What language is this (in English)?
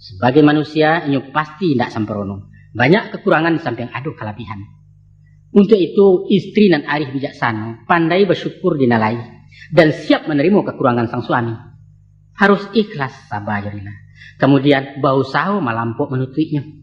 Minangkabau